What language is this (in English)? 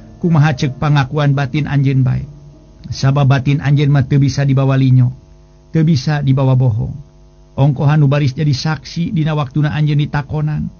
Sundanese